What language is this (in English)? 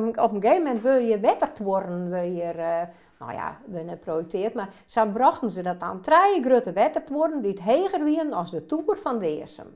Western Frisian